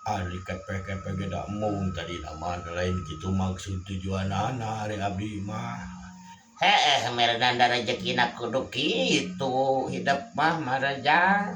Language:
Sundanese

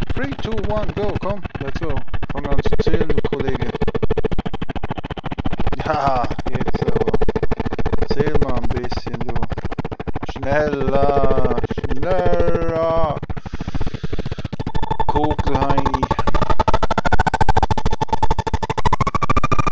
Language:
German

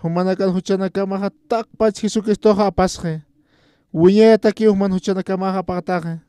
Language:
Aymara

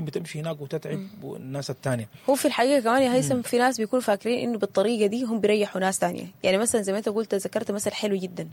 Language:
Sudanese Arabic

